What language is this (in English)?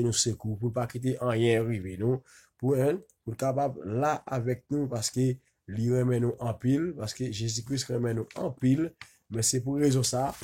Haitian Creole